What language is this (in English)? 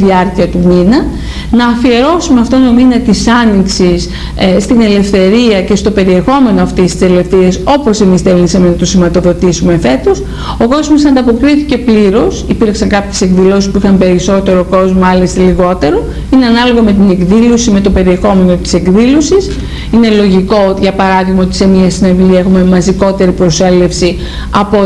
Greek